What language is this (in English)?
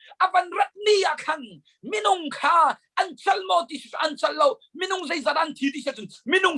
Hakha Chin